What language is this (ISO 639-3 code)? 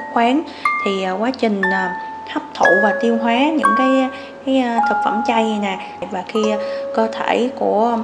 vie